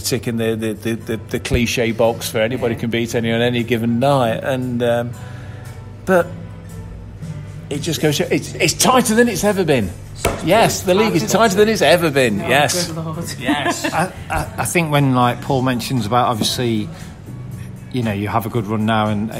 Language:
English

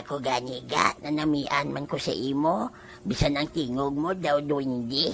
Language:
Hiligaynon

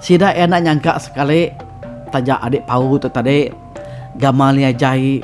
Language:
Iban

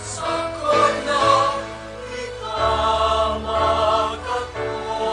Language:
Bikol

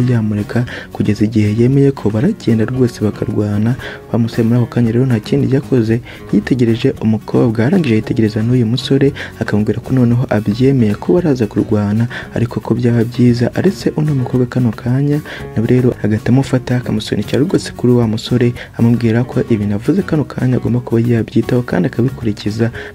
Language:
Kinyarwanda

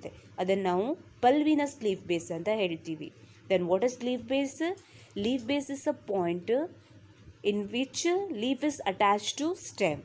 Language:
Kannada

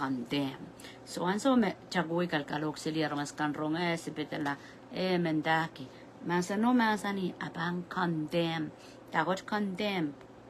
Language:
Pohnpeian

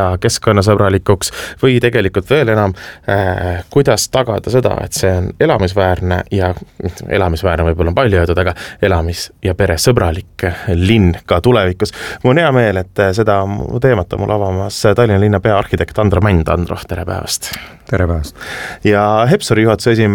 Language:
Estonian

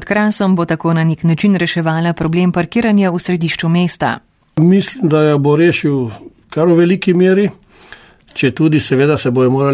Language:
Slovenian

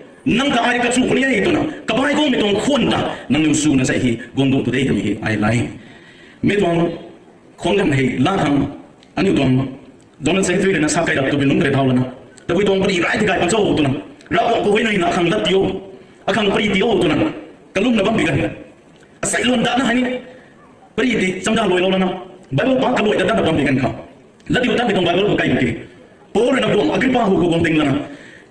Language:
Rongmei Naga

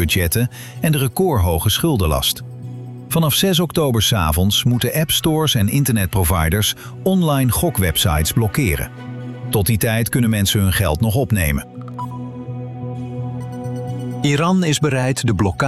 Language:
Dutch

